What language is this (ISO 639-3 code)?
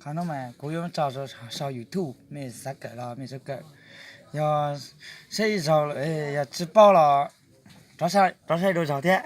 hmn